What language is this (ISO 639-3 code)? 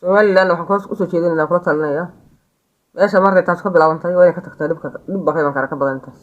som